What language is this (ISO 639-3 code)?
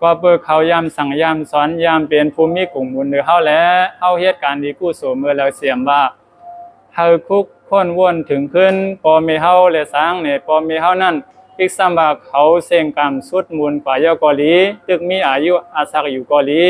shn